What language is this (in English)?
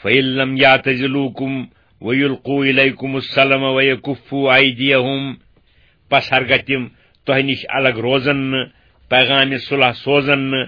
Kashmiri